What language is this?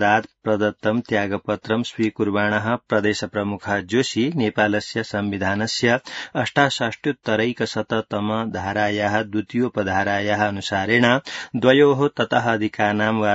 Sanskrit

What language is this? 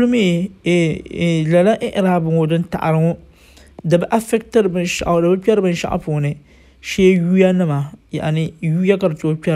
Dagbani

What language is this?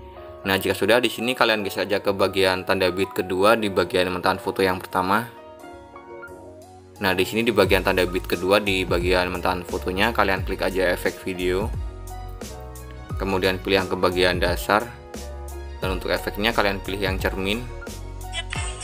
Indonesian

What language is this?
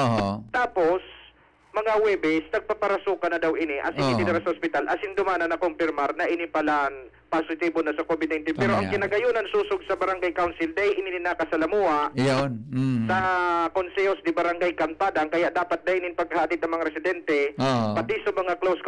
Bikol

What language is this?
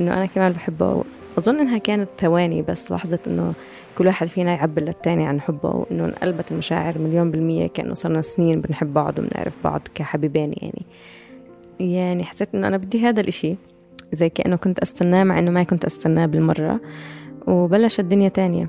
North Levantine Arabic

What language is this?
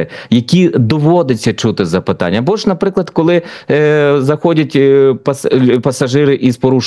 Ukrainian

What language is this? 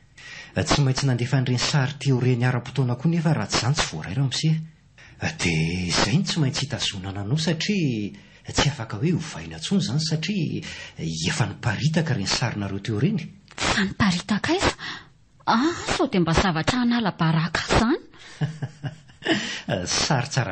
Malagasy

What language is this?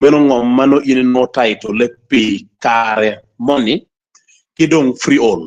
Acoli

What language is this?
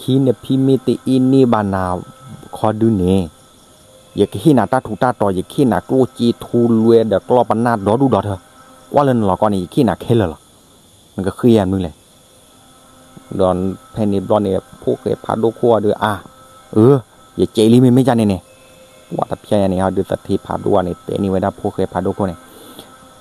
S'gaw Karen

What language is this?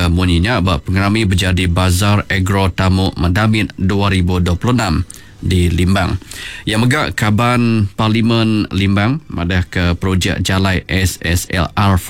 Iban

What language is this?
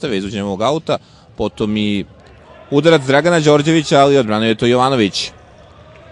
Serbian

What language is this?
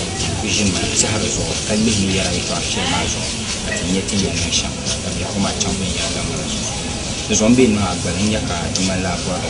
Dagbani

